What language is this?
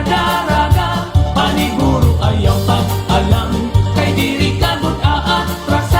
Waray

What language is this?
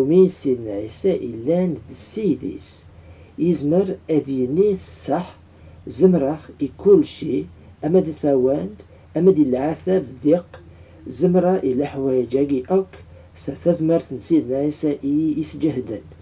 Kabyle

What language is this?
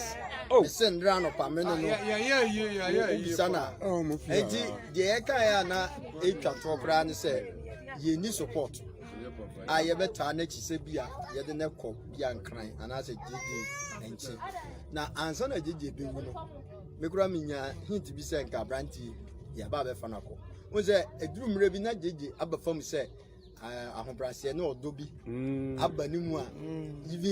Akan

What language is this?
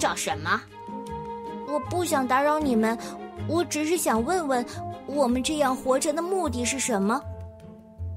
Chinese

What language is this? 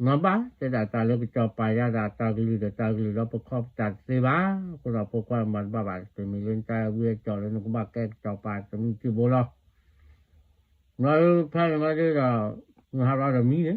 S'gaw Karen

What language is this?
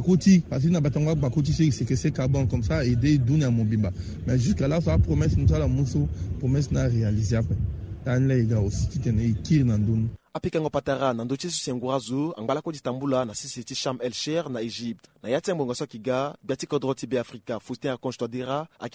Sango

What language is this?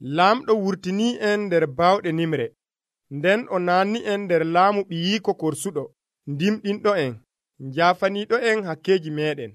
Nigerian Fulfulde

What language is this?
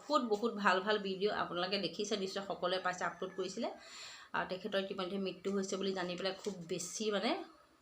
Assamese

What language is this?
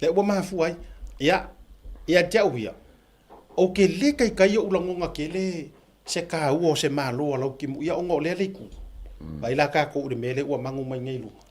Samoan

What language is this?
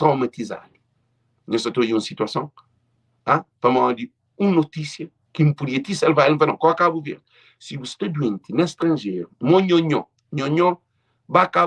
Kabuverdianu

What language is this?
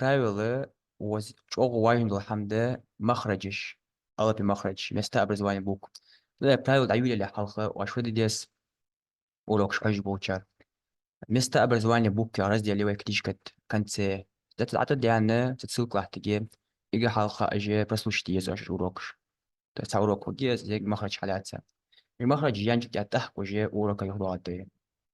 Ingush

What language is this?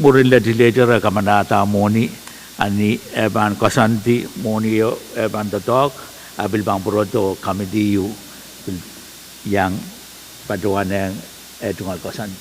Pohnpeian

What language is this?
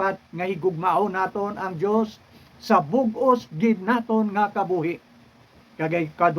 Hiligaynon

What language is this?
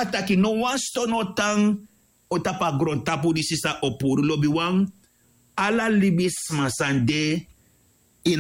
Sranan Tongo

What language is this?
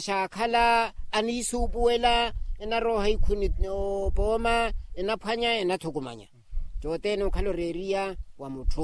Makhuwa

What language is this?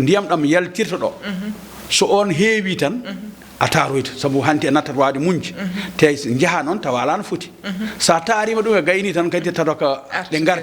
Fula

